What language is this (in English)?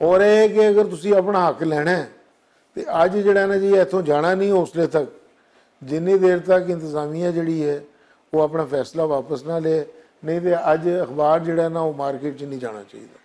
Western Panjabi